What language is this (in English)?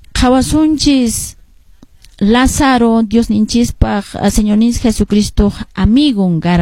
Quechua